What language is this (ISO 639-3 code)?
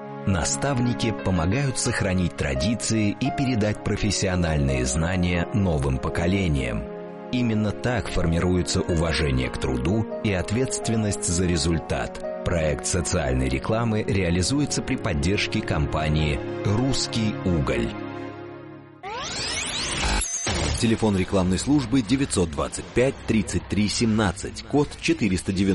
rus